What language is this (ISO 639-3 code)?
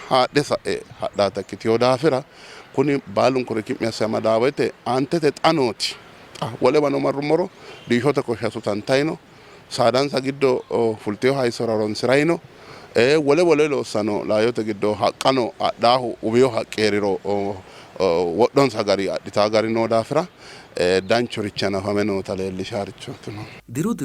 sid